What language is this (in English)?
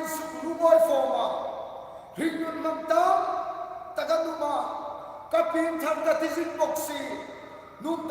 Hmar